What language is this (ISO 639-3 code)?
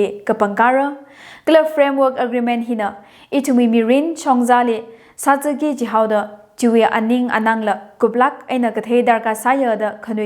nmf